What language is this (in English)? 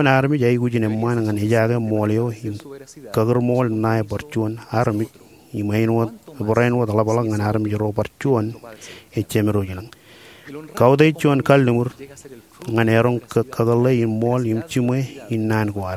Marshallese